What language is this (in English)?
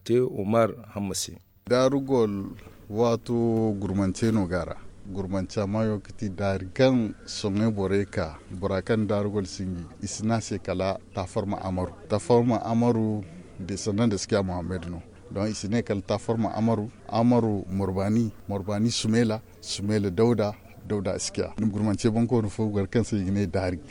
Zarma